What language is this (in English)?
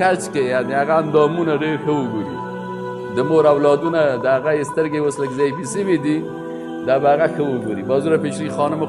Persian